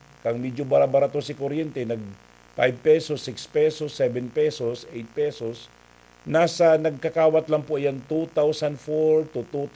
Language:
Bikol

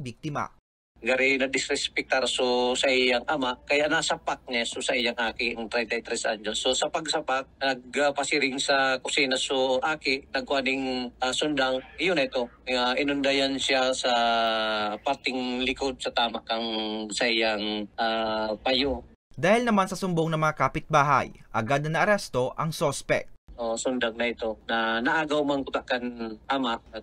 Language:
Bikol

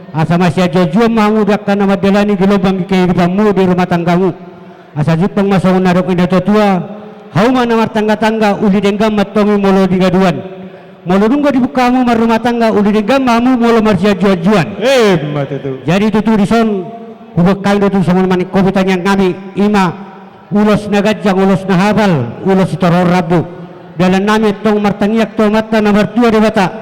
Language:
Batak Toba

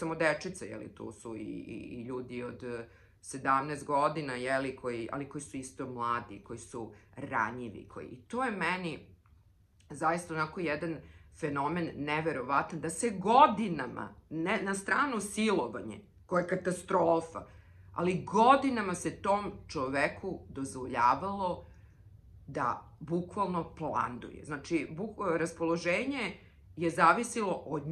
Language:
Serbian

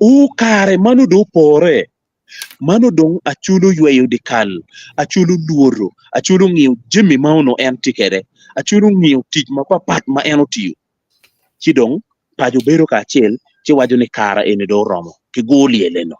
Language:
Acoli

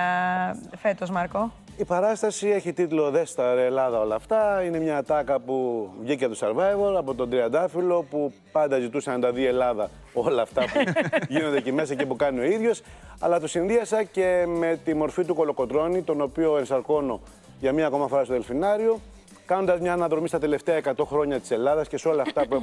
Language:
Greek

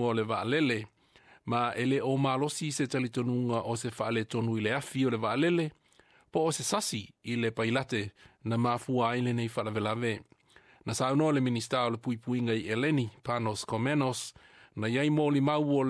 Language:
Samoan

